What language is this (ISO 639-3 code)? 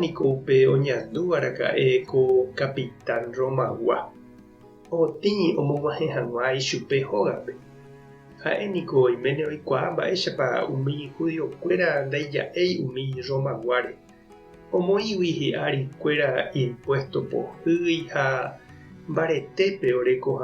grn